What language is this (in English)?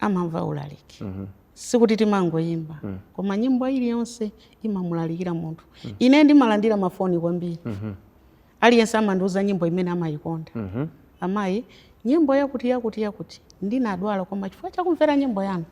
Nyanja